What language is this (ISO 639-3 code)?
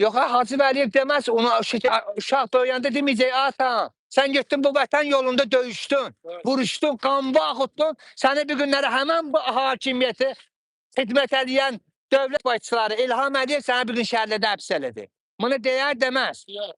aze